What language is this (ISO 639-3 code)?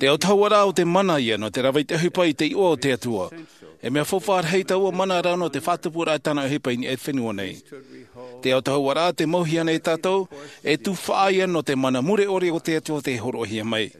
tah